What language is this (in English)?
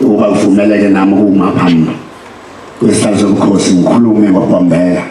Zulu